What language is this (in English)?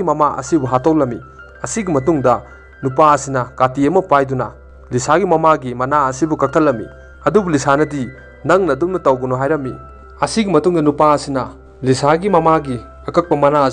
Manipuri